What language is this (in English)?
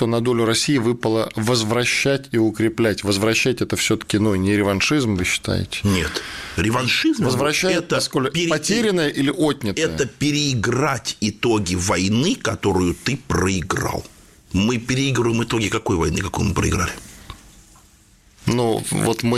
Russian